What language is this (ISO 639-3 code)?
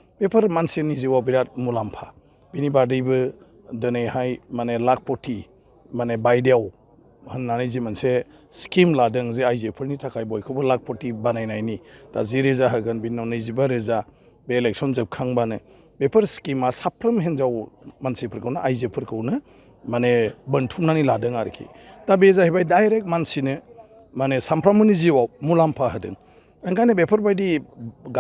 brx